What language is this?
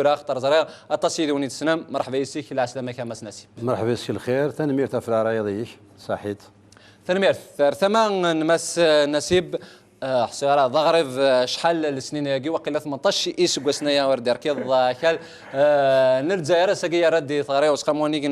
Kabyle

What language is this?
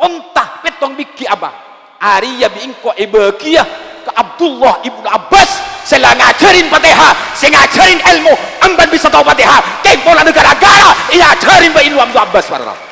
Madurese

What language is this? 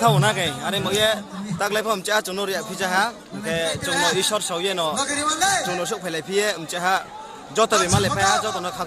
Riang (India)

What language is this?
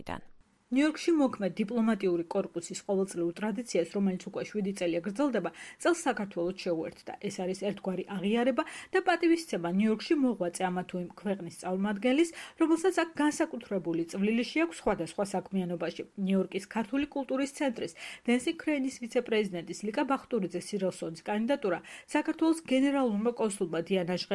Georgian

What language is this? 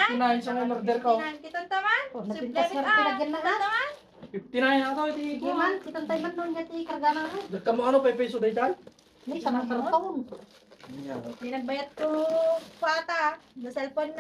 Iloko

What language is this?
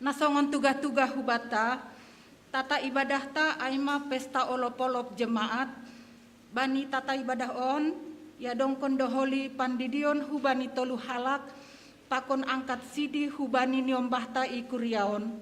Batak Simalungun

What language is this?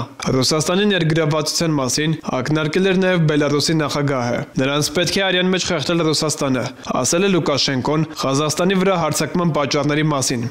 Armenian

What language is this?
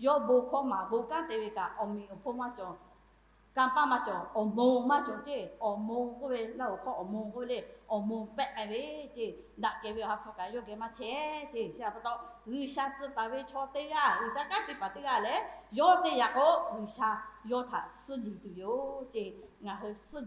Lahu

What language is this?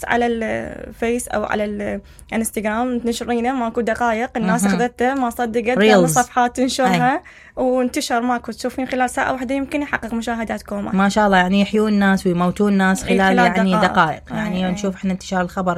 Mesopotamian Arabic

